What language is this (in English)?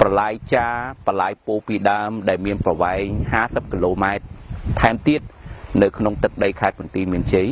Khmer